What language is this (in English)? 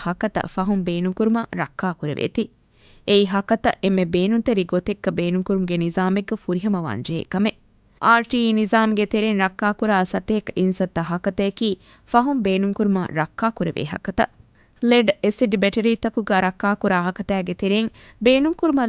Divehi